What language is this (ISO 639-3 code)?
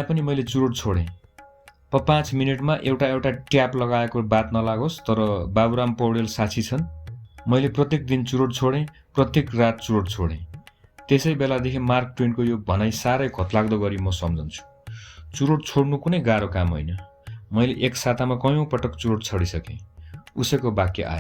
nep